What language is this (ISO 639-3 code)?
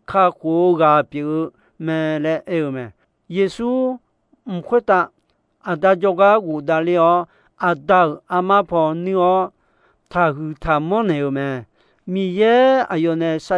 ahk